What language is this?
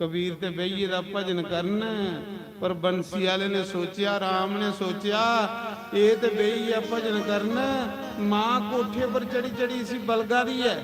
Dogri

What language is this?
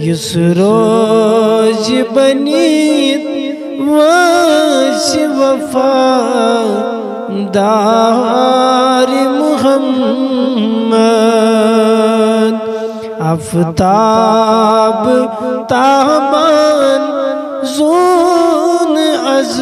Kashmiri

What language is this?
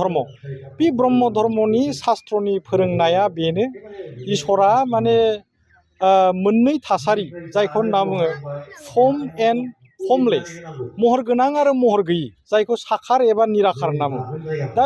Bodo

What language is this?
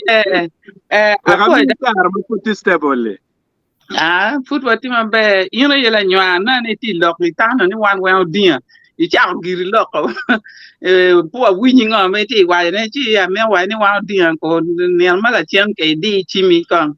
Acoli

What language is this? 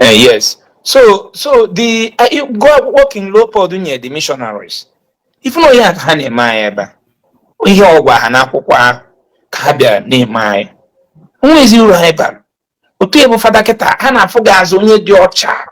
Igbo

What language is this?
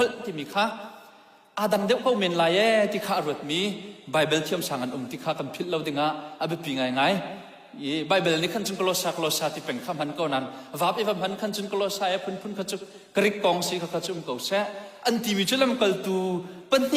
Hakha Chin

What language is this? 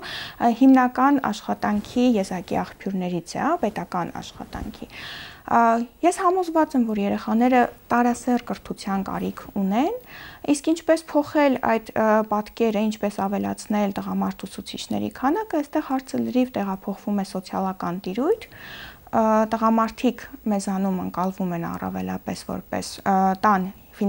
Armenian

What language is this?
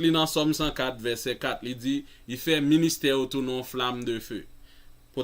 Haitian Creole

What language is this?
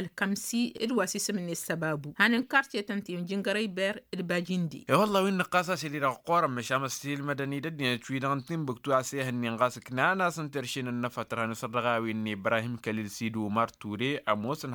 Tamasheq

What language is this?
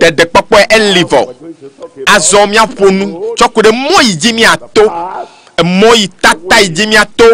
Ewe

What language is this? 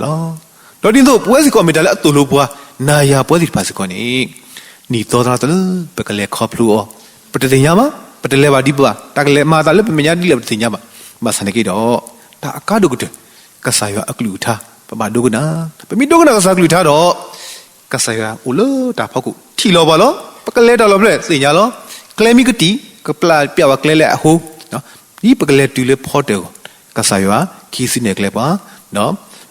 S'gaw Karen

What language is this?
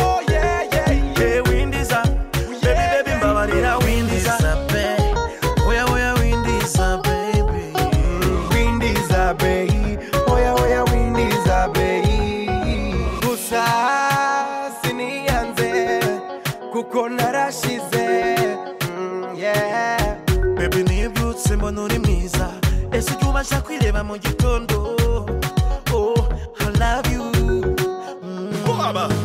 Kinyarwanda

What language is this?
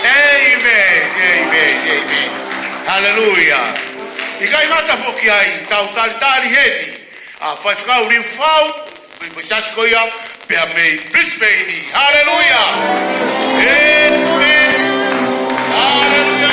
Tongan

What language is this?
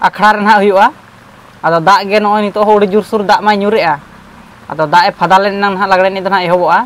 Santali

